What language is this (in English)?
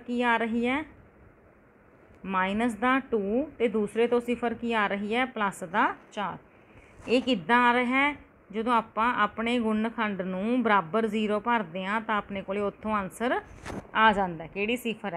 Punjabi